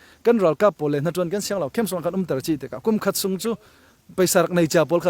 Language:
Falam Chin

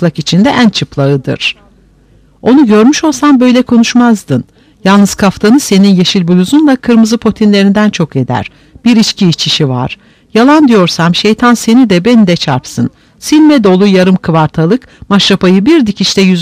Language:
Turkish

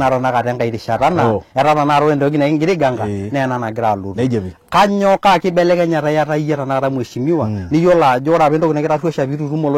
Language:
Masai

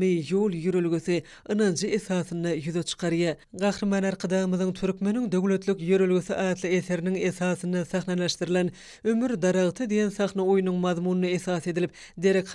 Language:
Turkmen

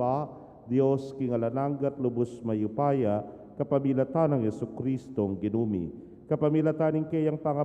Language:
Pampanga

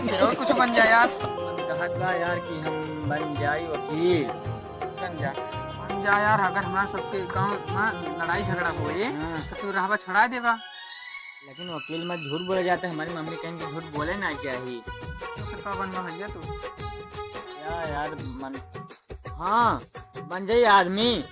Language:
Awadhi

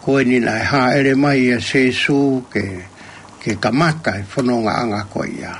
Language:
Tongan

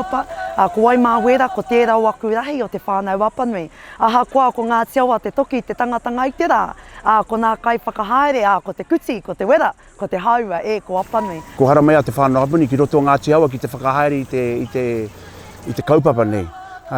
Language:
Māori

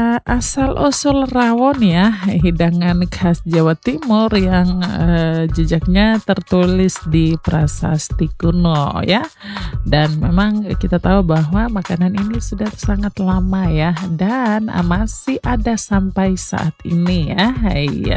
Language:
Indonesian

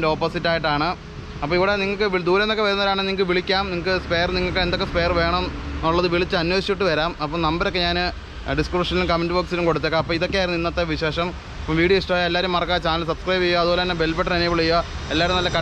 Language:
Malayalam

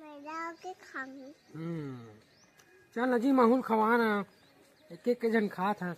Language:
Chhattisgarhi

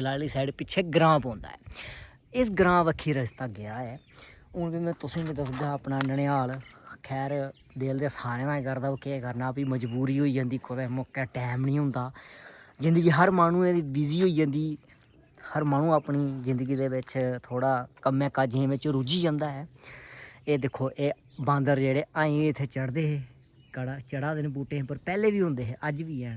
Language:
Dogri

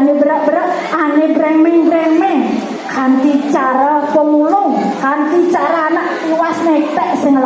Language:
Balinese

